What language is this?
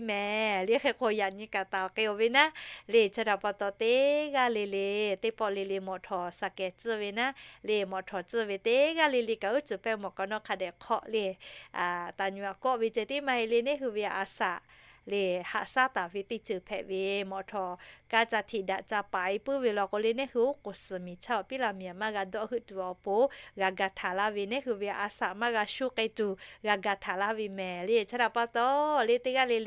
Lahu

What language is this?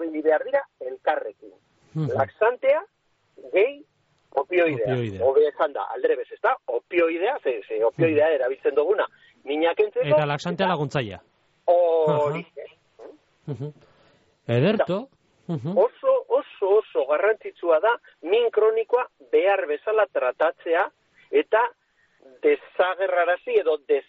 Basque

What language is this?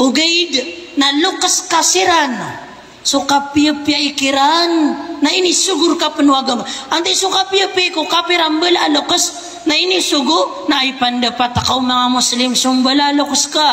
Maranao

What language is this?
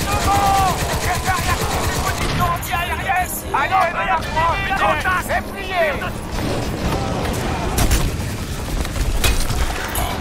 French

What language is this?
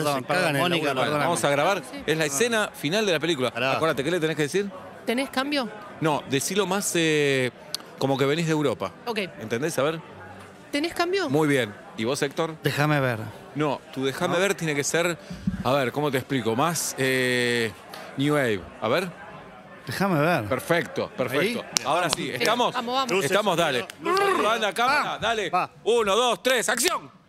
Spanish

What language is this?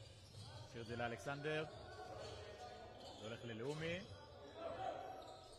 Hebrew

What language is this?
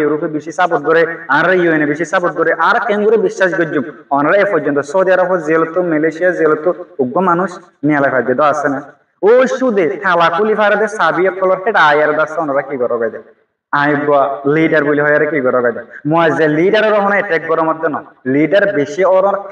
Rohingya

